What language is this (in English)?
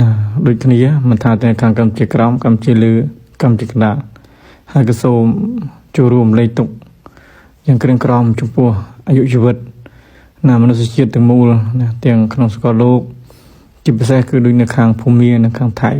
Khmer